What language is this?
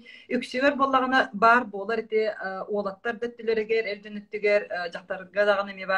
Yakut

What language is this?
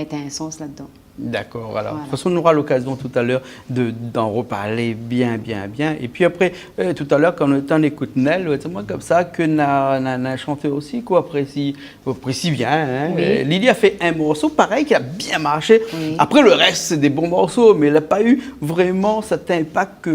Réunion Creole French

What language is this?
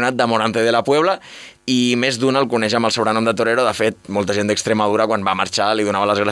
Catalan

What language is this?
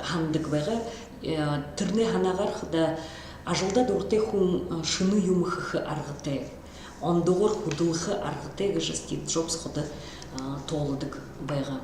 Buriat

